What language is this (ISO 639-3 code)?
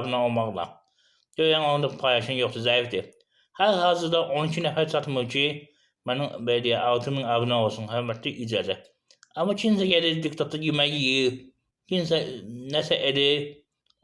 aze